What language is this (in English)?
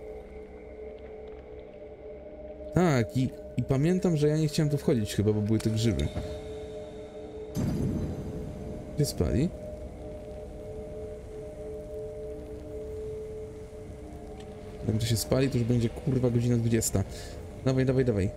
Polish